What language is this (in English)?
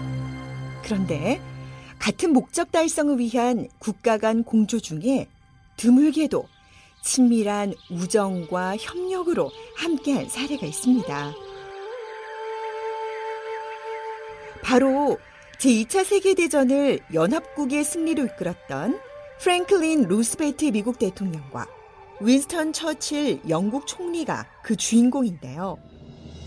Korean